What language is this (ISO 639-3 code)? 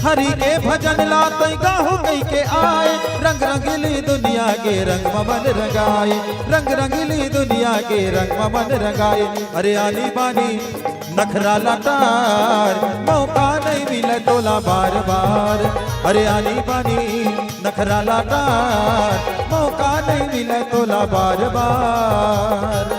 hne